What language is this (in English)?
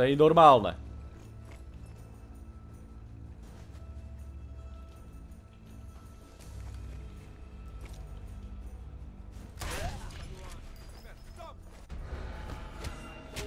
Slovak